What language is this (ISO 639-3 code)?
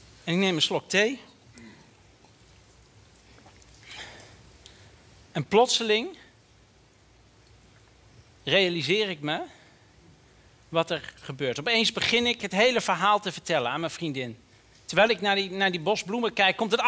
nld